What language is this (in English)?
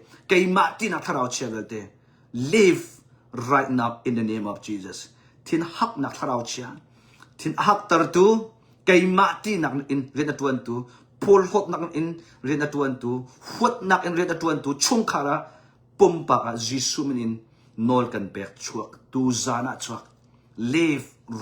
Hakha Chin